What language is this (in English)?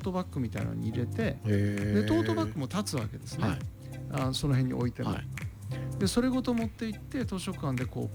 Japanese